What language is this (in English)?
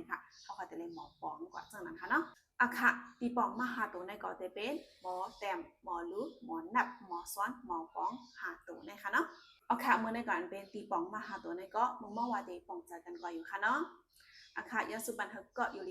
Shan